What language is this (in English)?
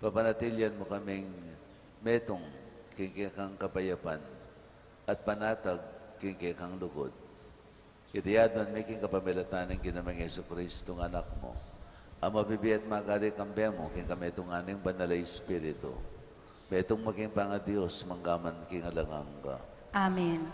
Pampanga